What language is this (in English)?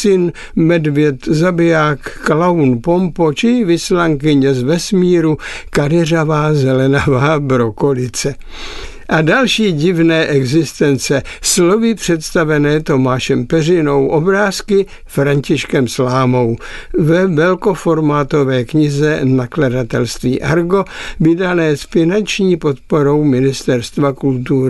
Czech